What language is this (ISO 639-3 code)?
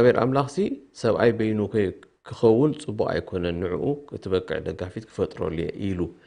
tir